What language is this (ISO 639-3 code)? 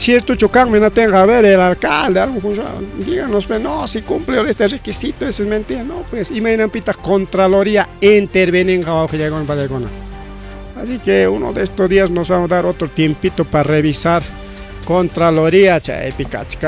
quy